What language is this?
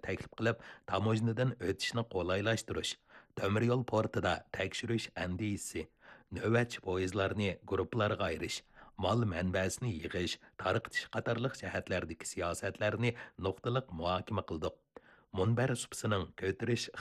Uyghur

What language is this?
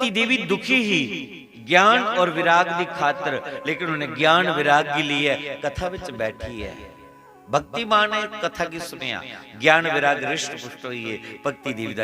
Dogri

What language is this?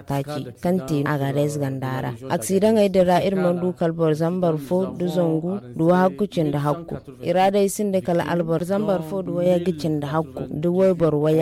Zarma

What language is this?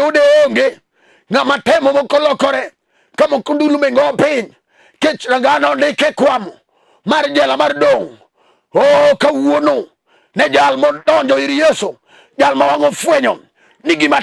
Luo (Kenya and Tanzania)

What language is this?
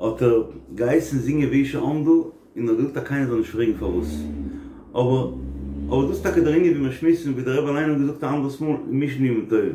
Yiddish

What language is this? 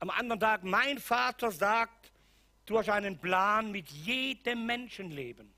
Swiss German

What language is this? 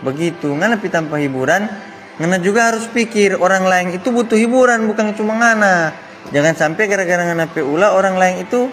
Manado Malay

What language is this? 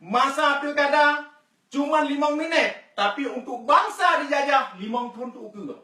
Achinese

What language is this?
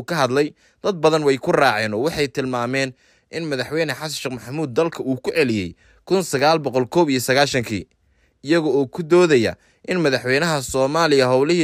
Somali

